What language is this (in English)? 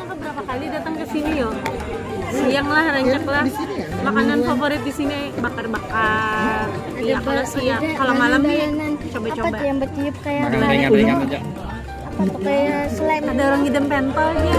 Banjar